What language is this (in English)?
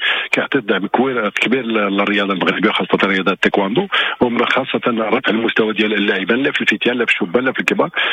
Moroccan Arabic